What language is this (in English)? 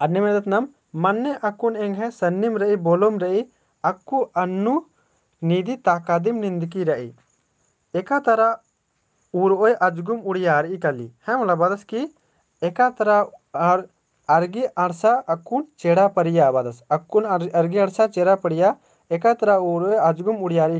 Kurukh